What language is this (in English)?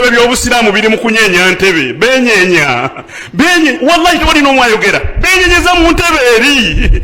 Ganda